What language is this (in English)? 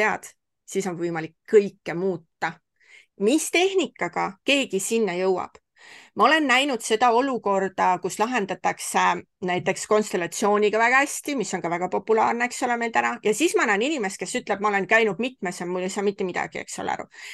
Estonian